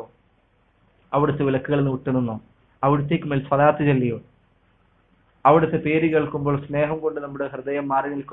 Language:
Malayalam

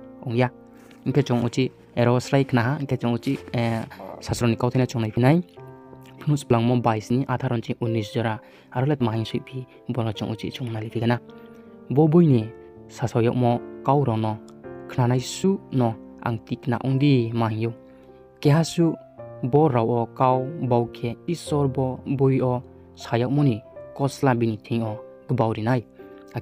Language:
Riang (India)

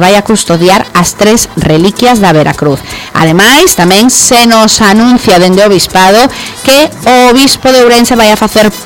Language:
Galician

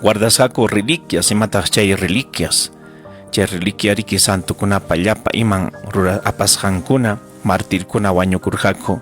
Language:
Ayacucho Quechua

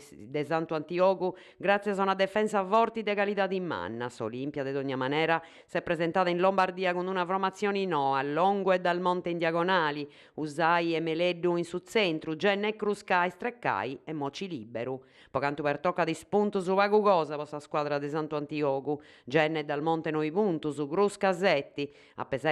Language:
Sardinian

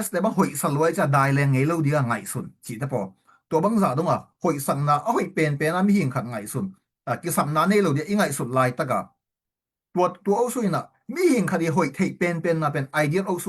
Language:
Tedim Chin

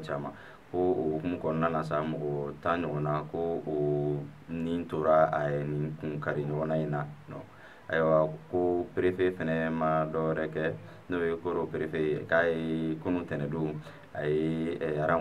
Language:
Bambara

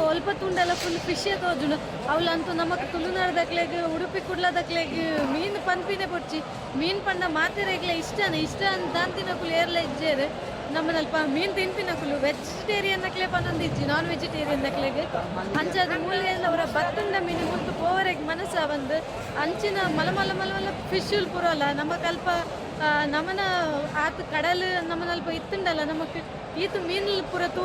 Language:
Tulu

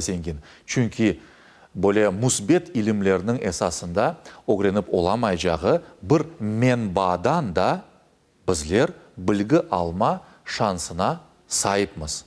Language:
Crimean Tatar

